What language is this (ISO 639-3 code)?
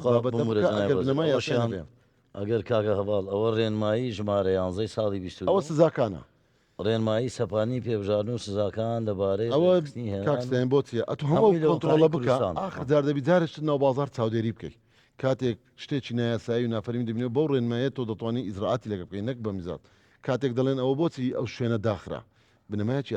ckb